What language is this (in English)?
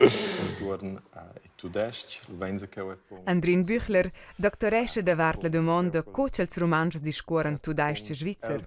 Romansh